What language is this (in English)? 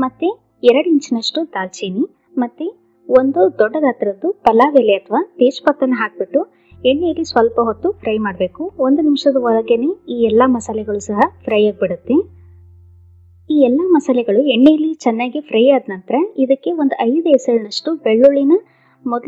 Kannada